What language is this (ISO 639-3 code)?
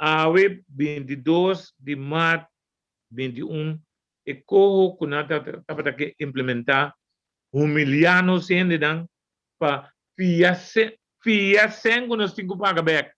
pap